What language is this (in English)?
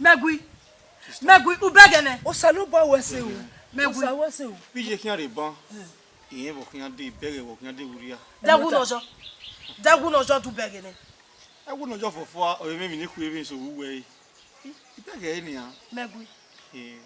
Bini